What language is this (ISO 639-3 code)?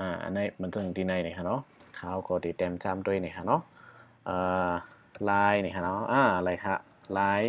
shn